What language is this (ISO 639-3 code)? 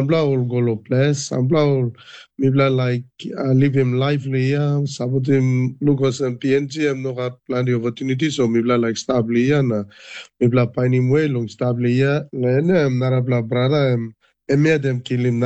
tpi